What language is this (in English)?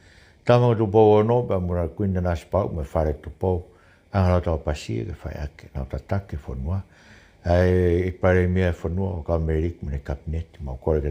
Tongan